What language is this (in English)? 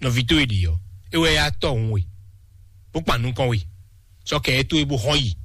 Fon